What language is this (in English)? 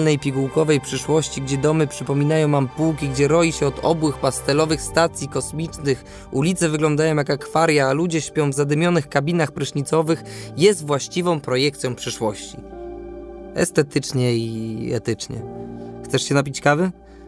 Polish